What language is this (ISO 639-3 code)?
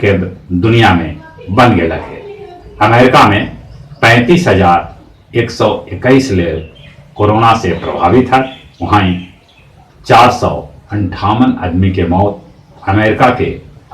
mag